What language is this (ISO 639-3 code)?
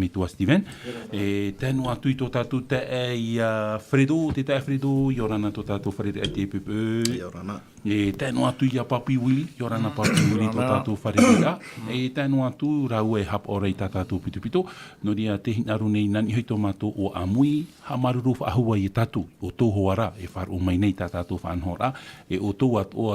tah